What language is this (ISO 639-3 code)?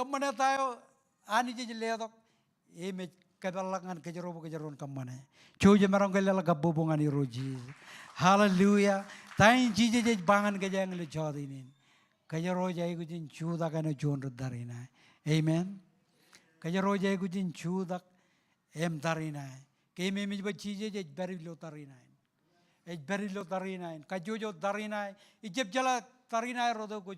mah